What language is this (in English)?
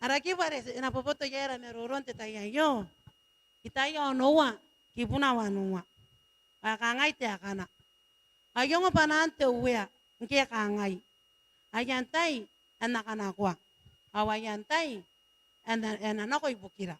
Gilbertese